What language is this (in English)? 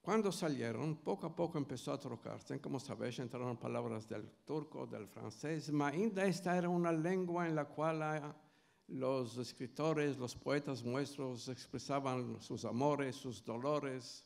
Ladino